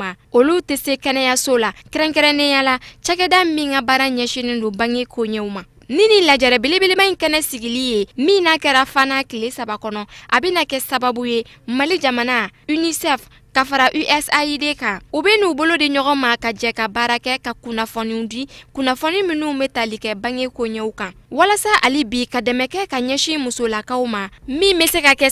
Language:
Bambara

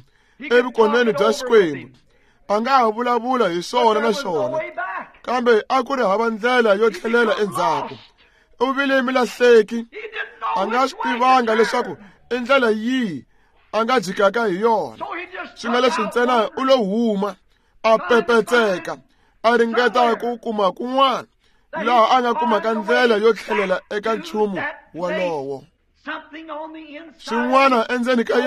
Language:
Tsonga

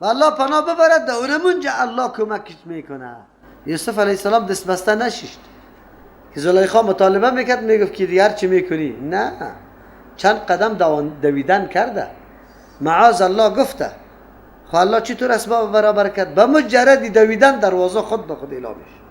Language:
Persian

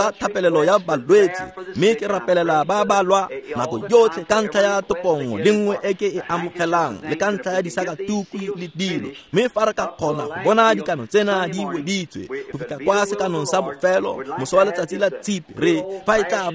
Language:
Tswana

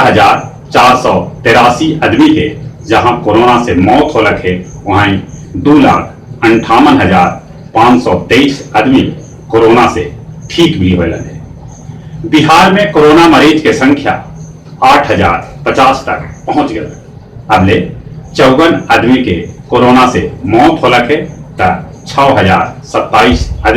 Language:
Magahi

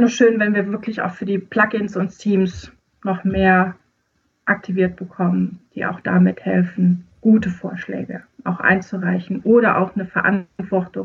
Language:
German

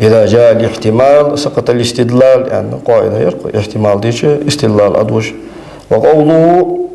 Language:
Ingush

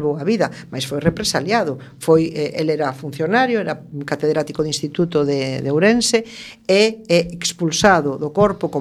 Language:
Galician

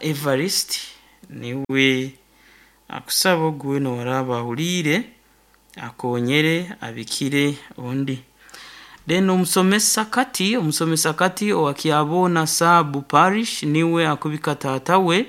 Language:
Nyankole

